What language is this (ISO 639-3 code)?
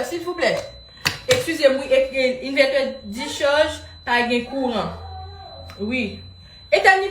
hat